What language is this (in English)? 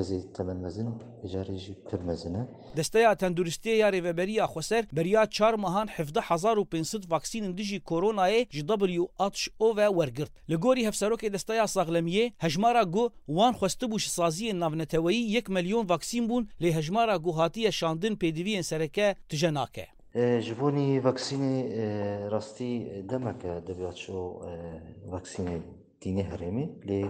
Kurdish